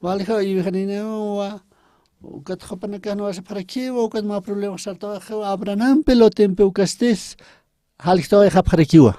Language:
Aymara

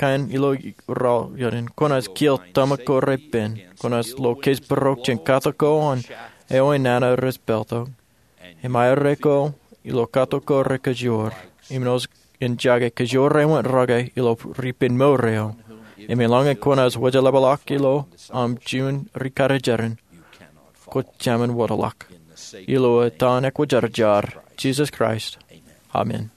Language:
Marshallese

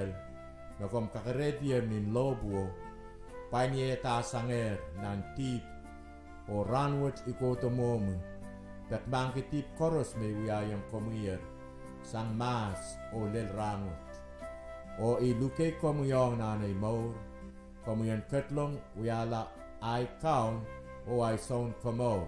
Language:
Pohnpeian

